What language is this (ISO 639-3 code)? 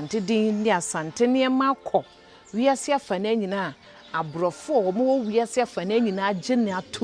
aka